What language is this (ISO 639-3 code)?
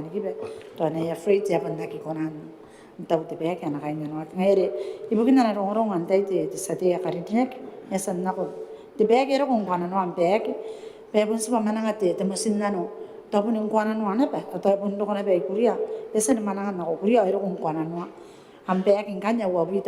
gil